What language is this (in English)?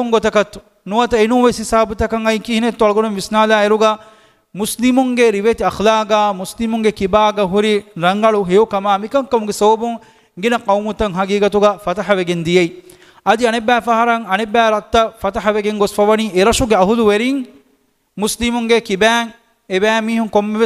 Divehi